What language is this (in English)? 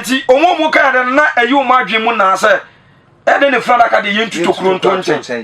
Akan